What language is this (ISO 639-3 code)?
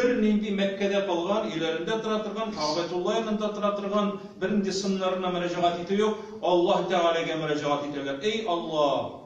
tat